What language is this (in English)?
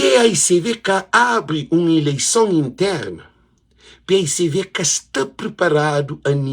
Kabuverdianu